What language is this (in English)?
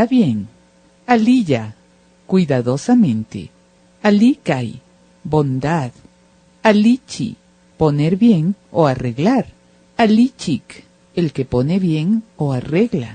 Imbabura Highland Quichua